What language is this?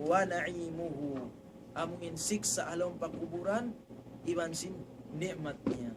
Tausug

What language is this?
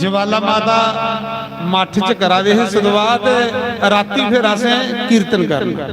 Dogri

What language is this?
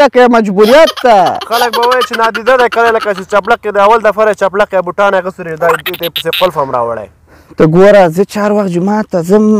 Pashto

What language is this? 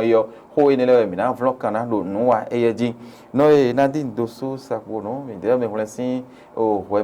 Fon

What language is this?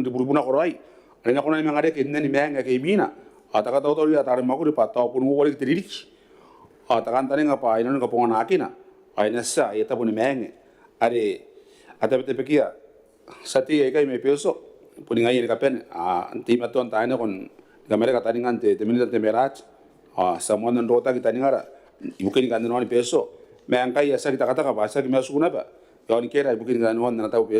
Gilbertese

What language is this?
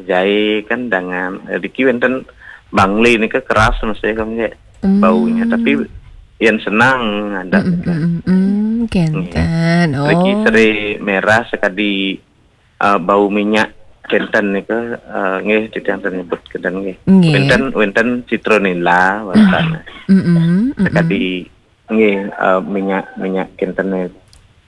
Balinese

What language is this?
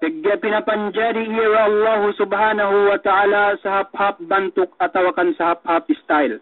Yakan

